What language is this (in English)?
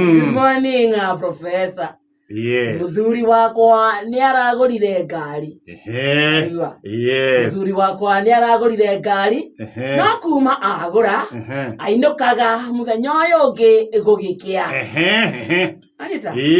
Kikuyu